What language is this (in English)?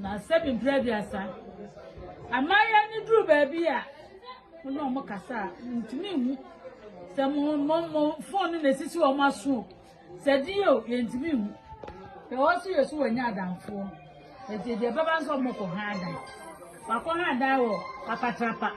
Akan